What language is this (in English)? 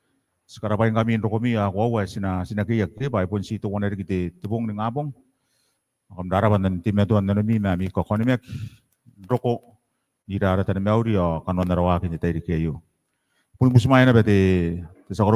Gilbertese